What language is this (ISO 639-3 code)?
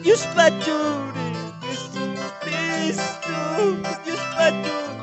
que